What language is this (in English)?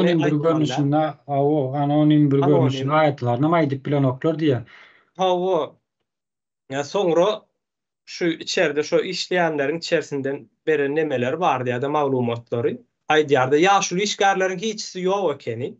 Turkmen